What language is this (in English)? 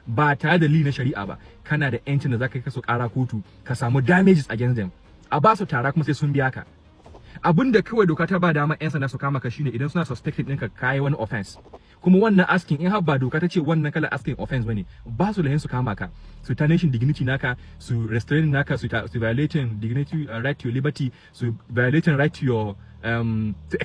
Hausa